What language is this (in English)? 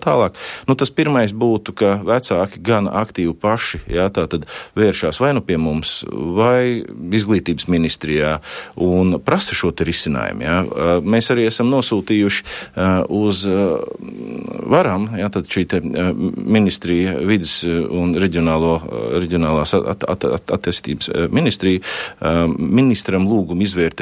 Latvian